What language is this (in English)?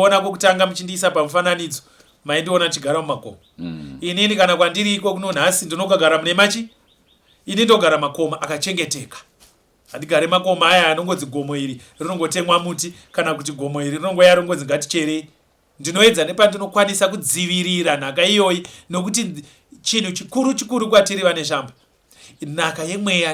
Shona